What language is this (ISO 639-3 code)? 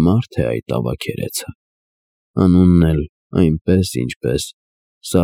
hye